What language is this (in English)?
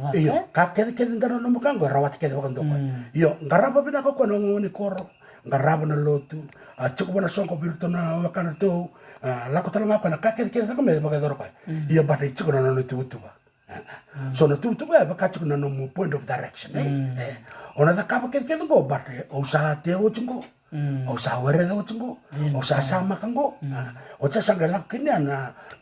Fijian